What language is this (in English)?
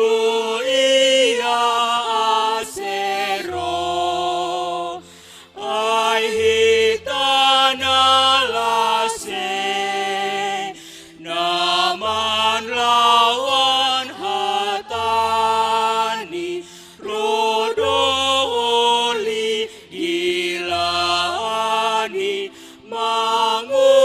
Batak Simalungun